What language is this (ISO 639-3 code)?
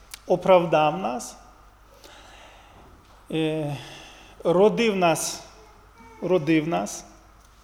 ukr